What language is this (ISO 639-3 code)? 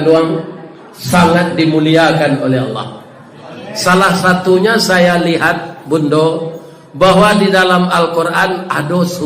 min